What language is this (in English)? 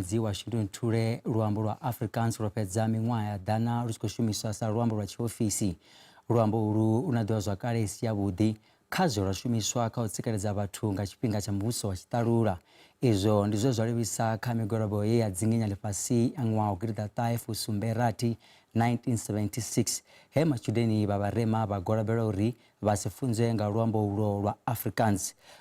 Venda